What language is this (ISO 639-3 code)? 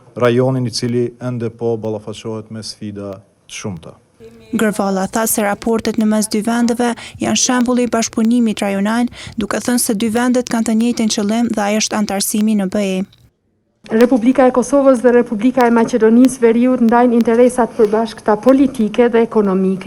sqi